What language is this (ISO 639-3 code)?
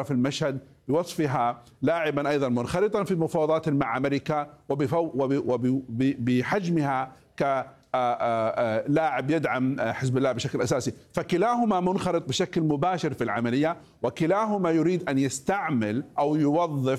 ara